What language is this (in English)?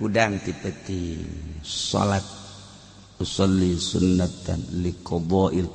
Sundanese